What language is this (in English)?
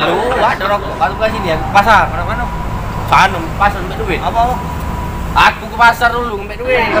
Musi